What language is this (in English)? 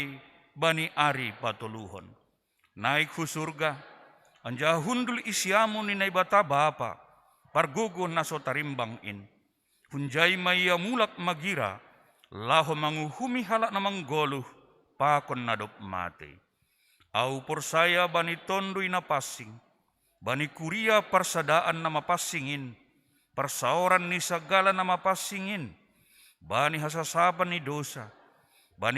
Batak Simalungun